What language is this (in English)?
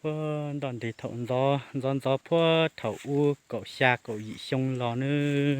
Hmong